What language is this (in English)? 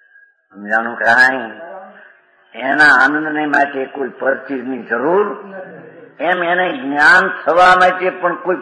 Gujarati